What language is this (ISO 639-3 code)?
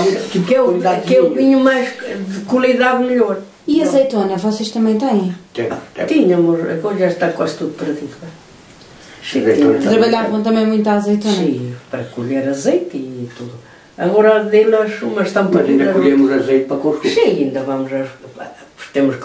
por